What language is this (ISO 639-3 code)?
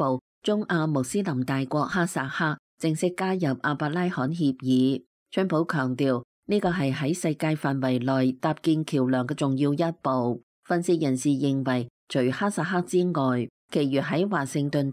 yue